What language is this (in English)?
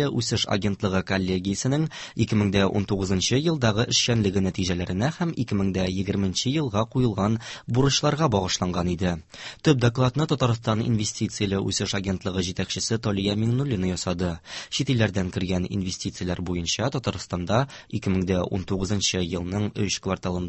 Tatar